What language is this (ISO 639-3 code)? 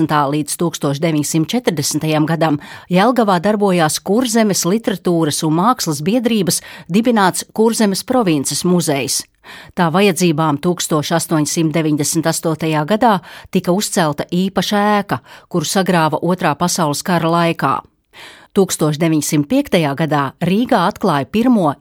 lav